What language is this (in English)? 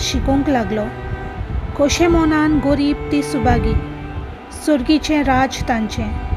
Konkani